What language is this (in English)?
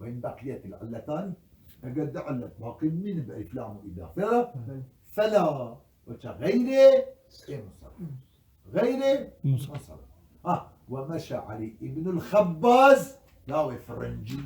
Kurdish